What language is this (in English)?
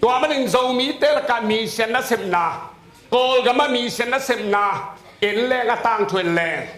Tedim Chin